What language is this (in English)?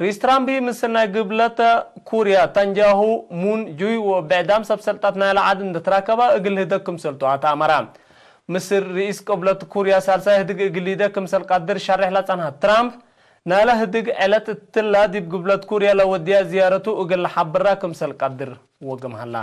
Tigre